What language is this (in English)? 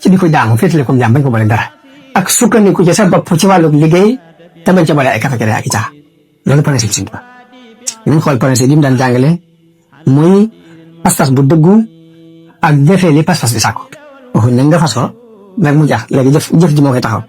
Wolof